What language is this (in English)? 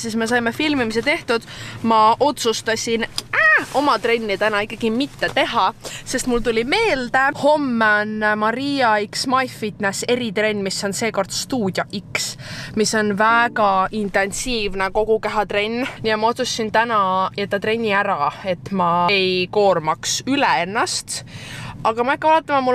Estonian